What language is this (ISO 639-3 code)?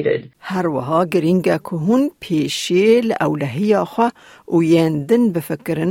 kur